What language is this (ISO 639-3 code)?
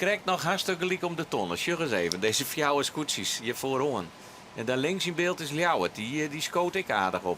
fry